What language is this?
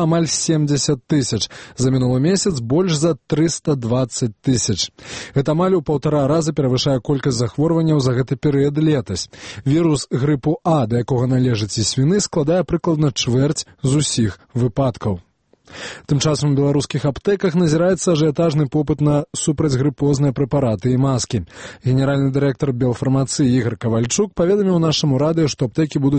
Belarusian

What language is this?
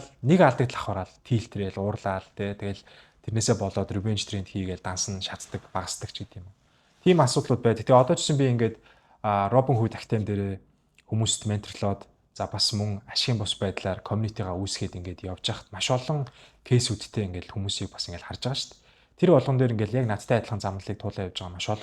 Mongolian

